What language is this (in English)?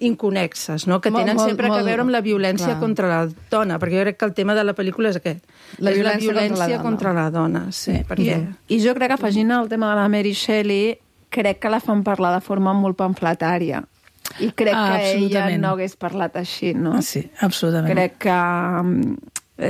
Catalan